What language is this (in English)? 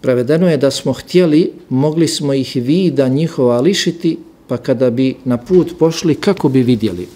Bosnian